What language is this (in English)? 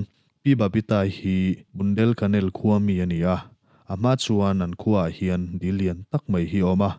Mizo